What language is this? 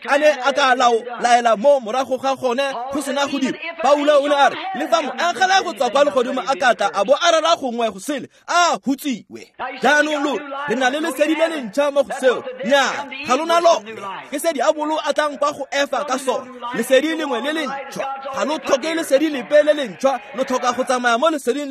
Tswana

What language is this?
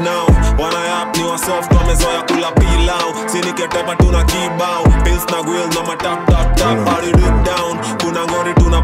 Swahili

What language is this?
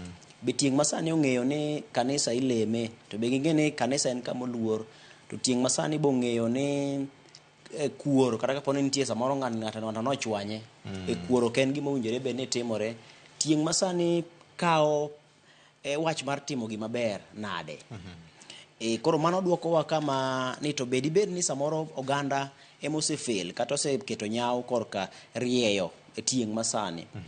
Luo (Kenya and Tanzania)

